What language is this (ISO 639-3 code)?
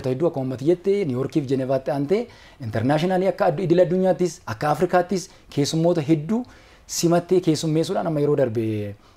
orm